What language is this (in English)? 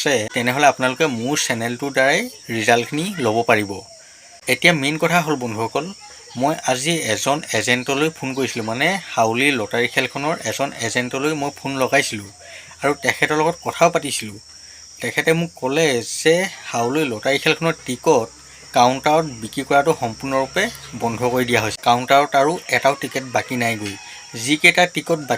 Assamese